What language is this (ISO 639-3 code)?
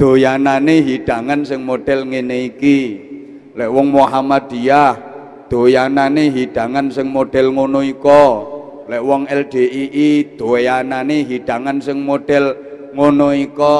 jav